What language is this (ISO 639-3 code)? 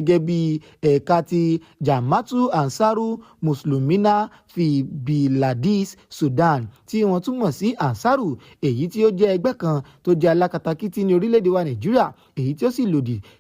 yor